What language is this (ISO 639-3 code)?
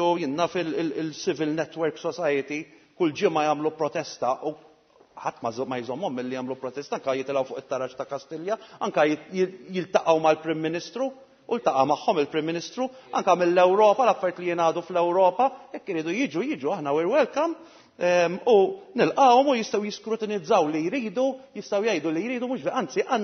mlt